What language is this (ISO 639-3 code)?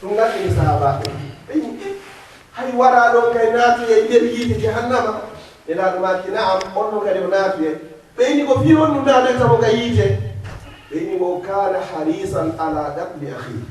ful